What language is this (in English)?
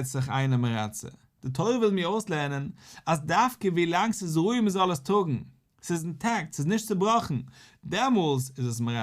Yiddish